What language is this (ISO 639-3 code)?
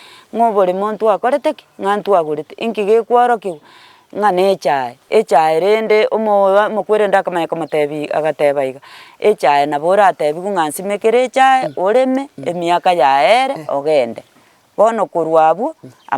guz